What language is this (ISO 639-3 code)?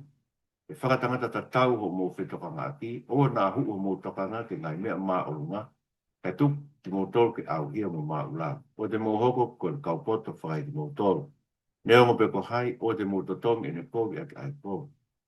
ton